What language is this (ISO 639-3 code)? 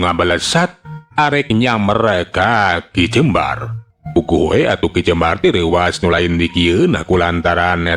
sun